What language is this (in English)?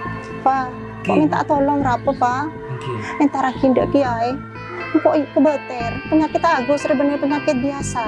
Madurese